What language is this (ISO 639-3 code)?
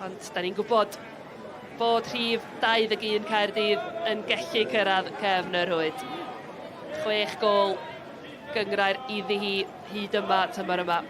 cym